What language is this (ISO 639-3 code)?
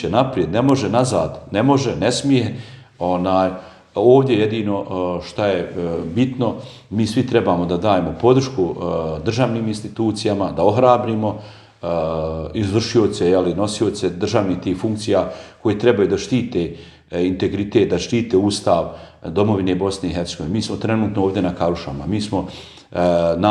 bos